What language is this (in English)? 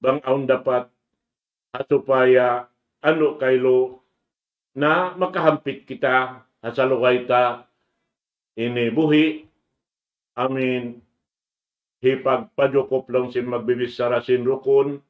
Tausug